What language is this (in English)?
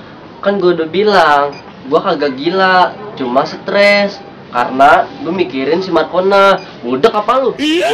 Betawi